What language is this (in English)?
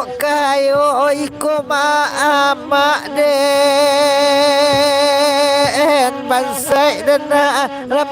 Minangkabau